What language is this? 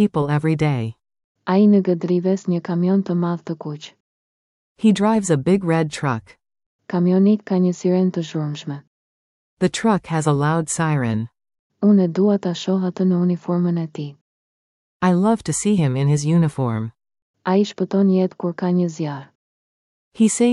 Albanian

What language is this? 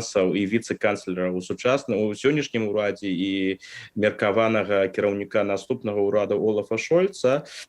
Belarusian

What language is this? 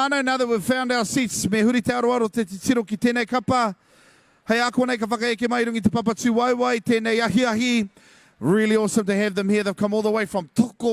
Māori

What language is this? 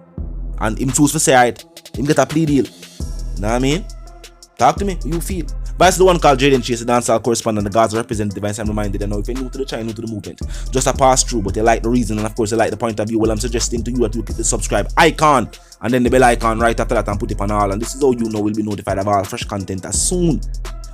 Jamaican Creole English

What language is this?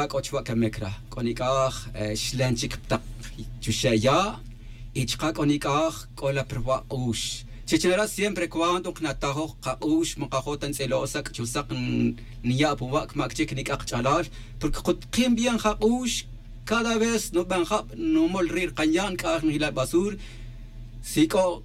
Tz'utujil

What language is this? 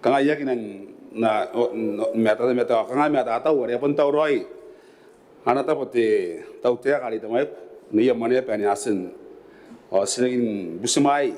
Gilbertese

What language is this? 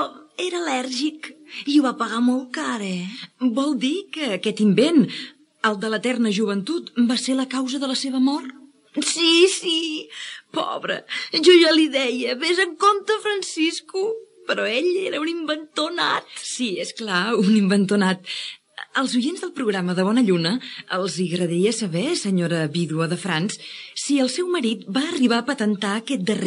Catalan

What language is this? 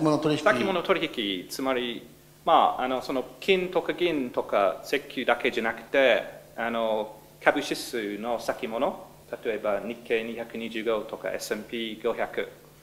Japanese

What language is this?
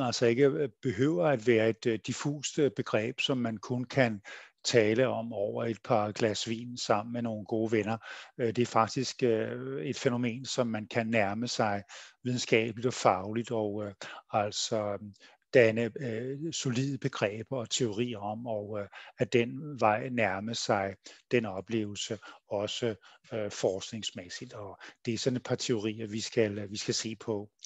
Danish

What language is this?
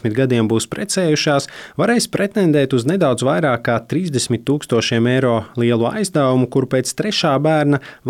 Latvian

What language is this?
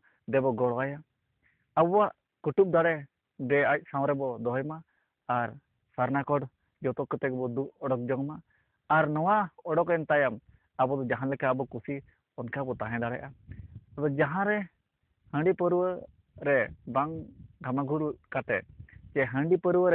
Santali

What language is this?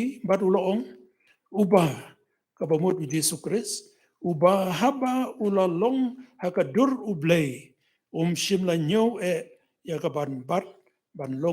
Khasi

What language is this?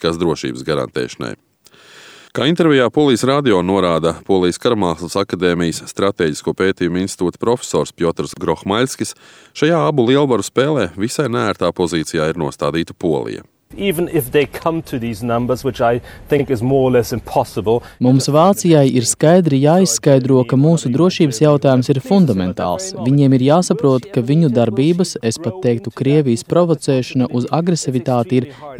Latvian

